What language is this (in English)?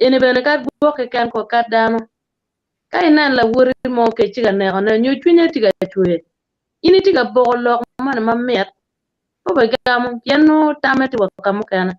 Acoli